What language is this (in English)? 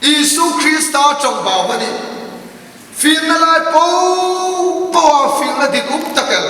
Hmar